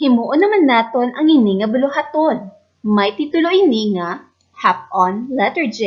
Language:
Hiligaynon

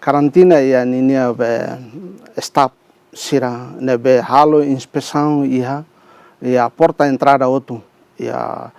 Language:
Tetum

